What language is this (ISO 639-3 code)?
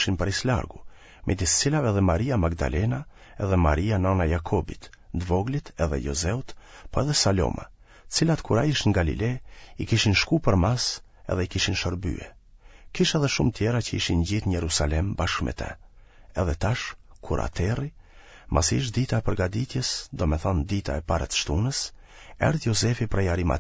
sqi